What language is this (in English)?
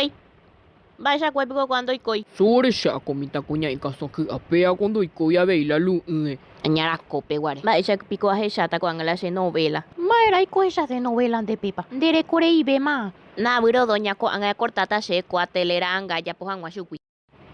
Guarani